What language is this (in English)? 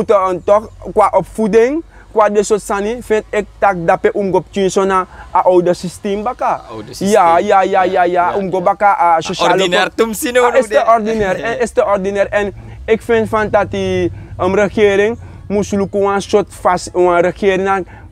Sranan Tongo